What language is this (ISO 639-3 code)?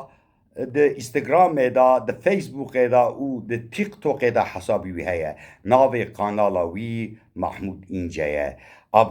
kur